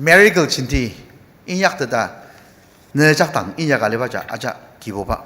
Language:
Ao Naga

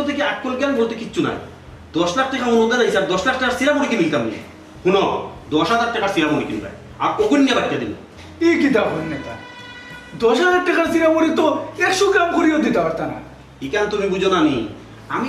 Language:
Sylheti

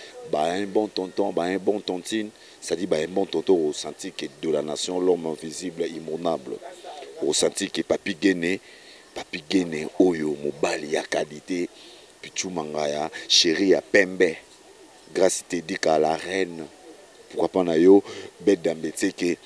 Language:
Lingala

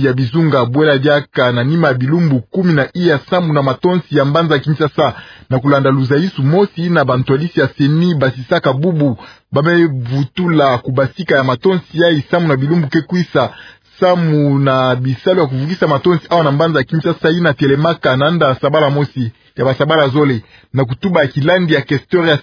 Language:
Kituba (Democratic Republic of Congo)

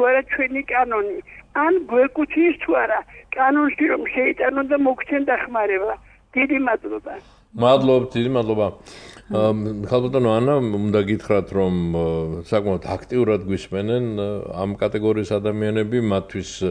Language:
Georgian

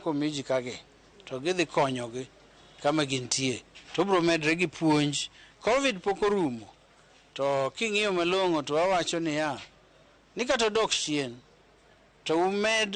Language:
Luo (Kenya and Tanzania)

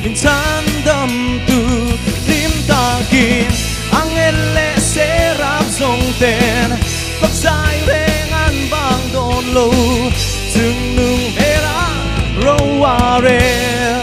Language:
Mizo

